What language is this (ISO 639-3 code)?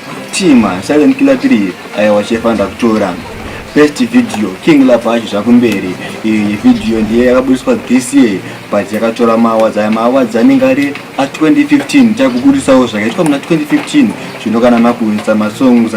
sna